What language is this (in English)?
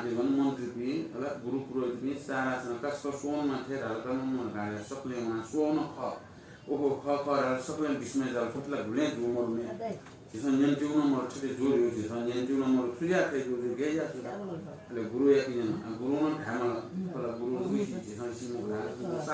Newari